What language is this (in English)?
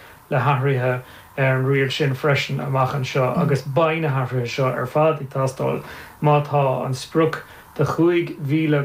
Irish